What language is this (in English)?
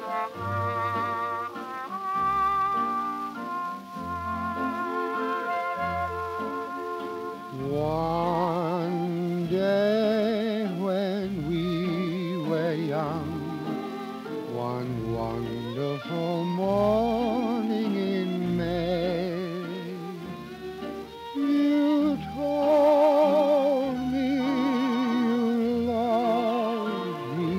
English